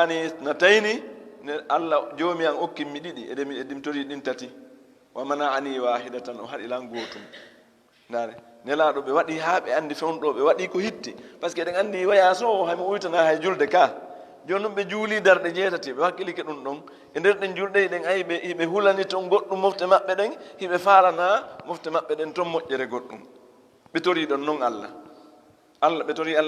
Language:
Fula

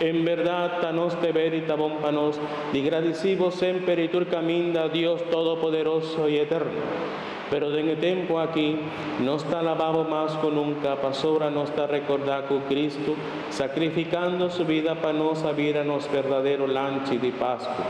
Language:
Papiamento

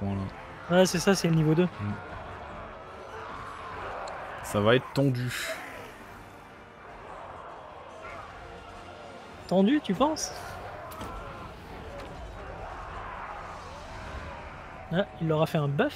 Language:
French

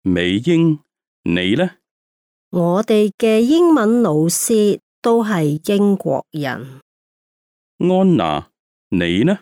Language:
Cantonese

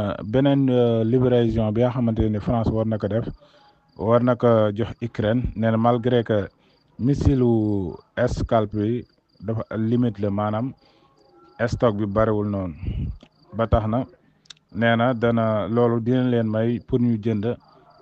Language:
Wolof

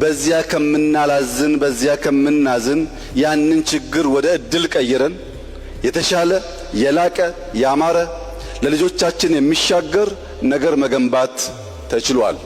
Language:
Amharic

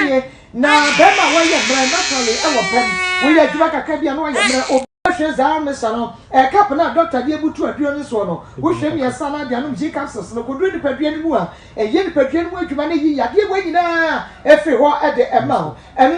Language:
Akan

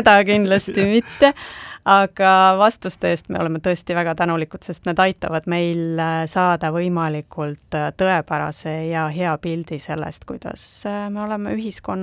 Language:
Estonian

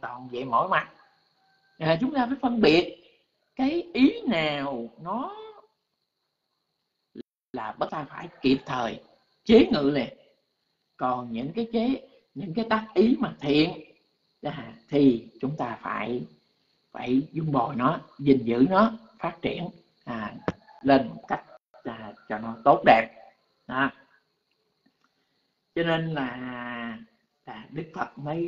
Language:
Vietnamese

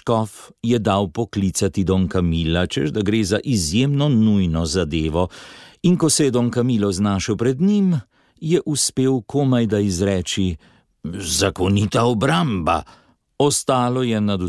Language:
Slovenian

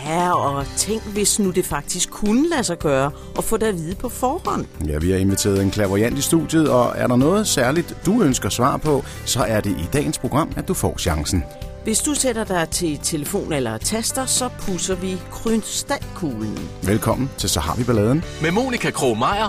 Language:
Danish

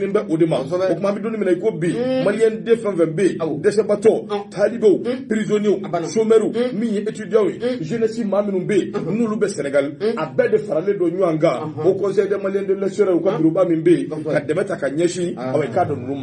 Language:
Bambara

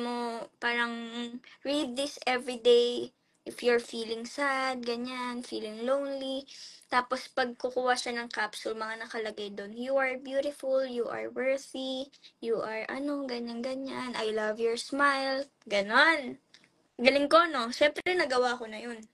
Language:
Filipino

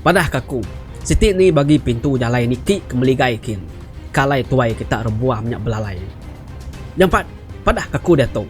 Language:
Iban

